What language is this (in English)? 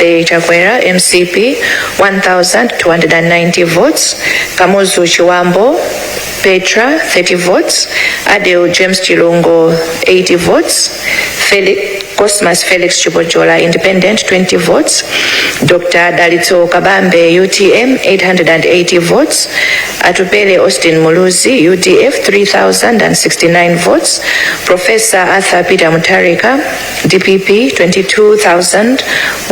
Nyanja